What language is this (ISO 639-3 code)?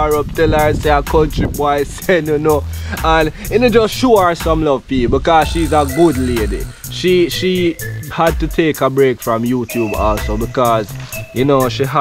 jam